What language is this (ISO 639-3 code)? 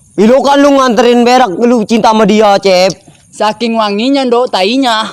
bew